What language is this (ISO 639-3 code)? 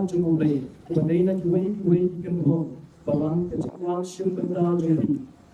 kha